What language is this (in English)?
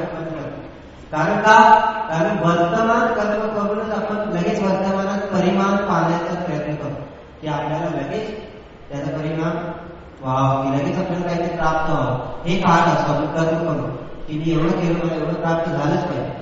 Marathi